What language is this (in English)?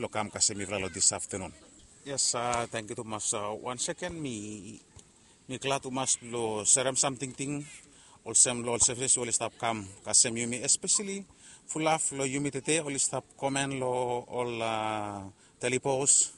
Bislama